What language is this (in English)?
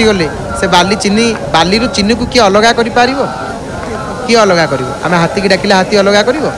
Odia